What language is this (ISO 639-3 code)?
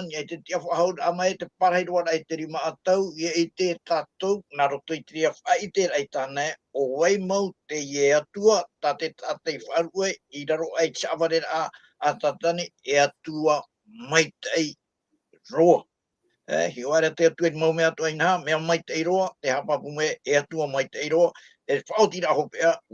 tah